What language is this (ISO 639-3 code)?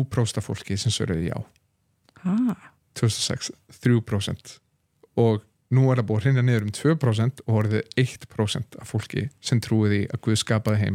isl